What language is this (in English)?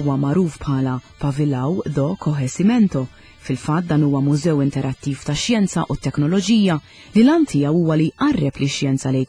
Maltese